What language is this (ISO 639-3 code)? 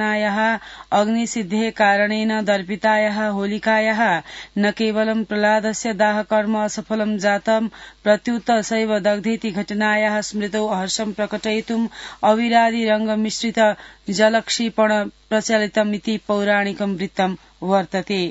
san